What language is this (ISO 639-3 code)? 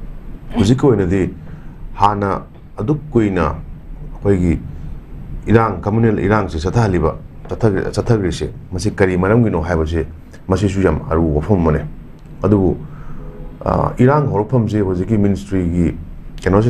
mni